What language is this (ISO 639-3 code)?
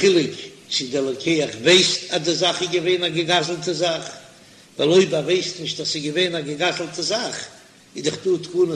yid